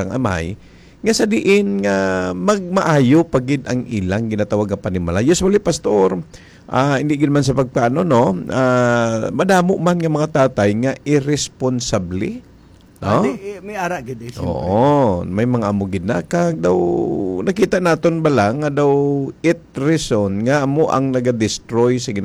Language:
Hiligaynon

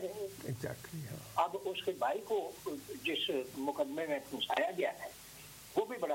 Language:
Urdu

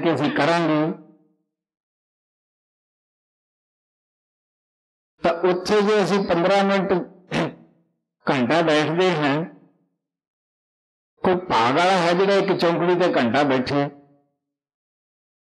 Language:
Punjabi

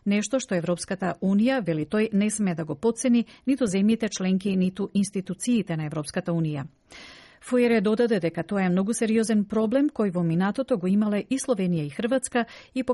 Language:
Macedonian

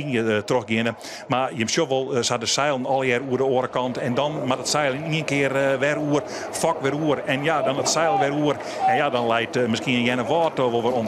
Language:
Western Frisian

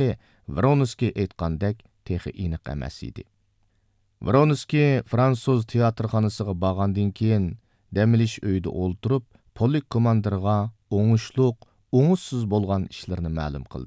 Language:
Uyghur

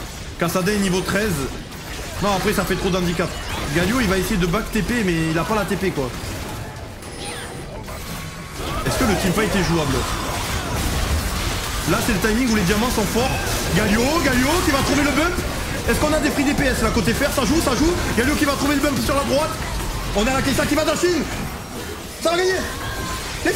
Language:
French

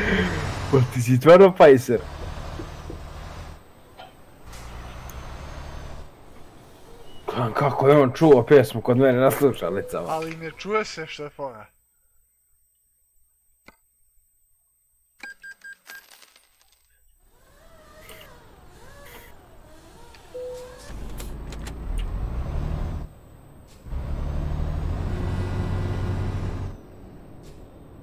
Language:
Croatian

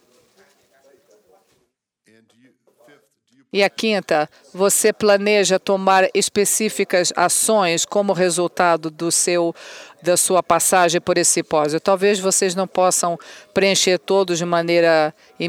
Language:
Portuguese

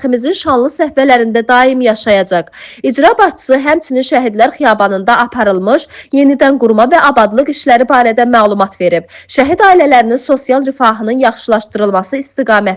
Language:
Azerbaijani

